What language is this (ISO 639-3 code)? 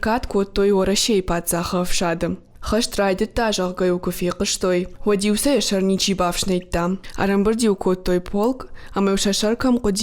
oss